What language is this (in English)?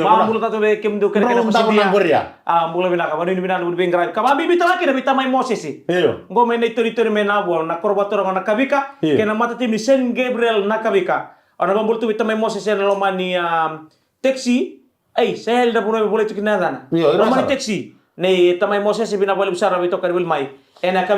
Fijian